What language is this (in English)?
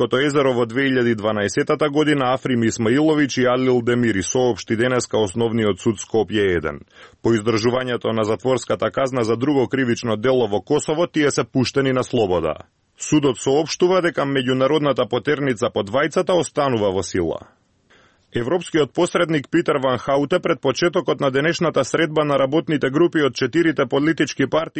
Macedonian